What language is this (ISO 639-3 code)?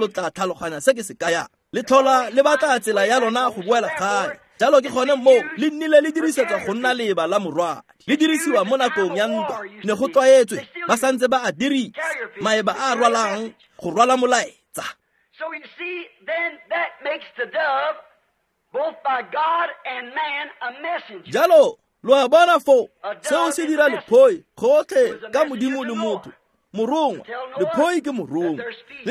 tsn